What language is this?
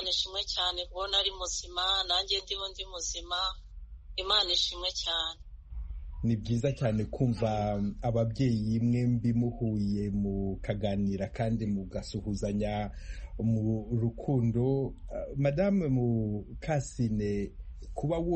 Kinyarwanda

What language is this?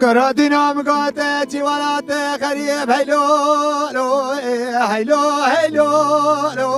Kurdish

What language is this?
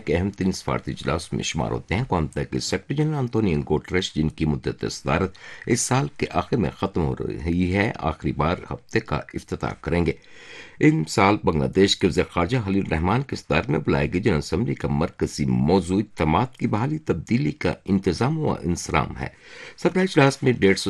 Urdu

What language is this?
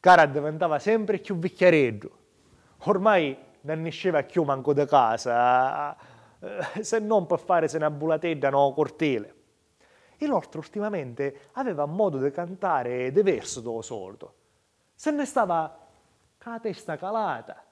Sicilian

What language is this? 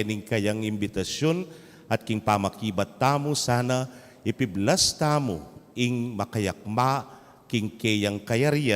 Pampanga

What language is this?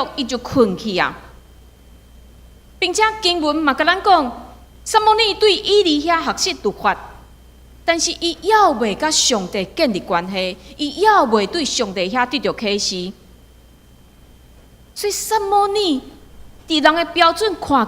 Min Nan Chinese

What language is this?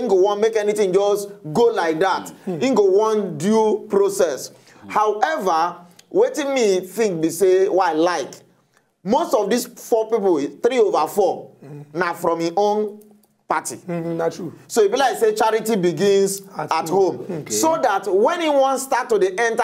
Nigerian Pidgin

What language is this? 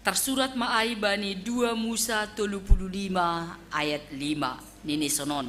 Batak Simalungun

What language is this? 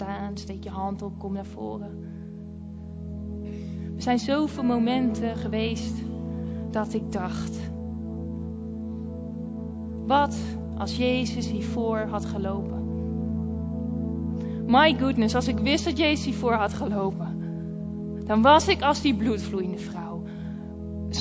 Dutch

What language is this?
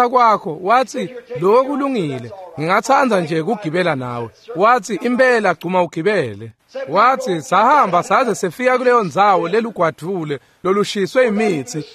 Swati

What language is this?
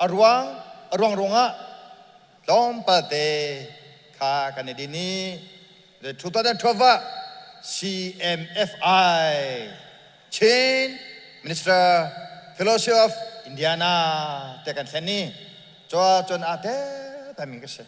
Hakha Chin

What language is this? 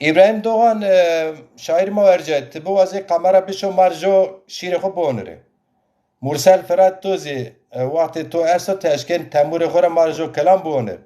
Zaza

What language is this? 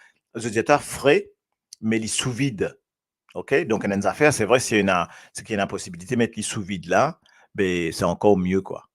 Morisyen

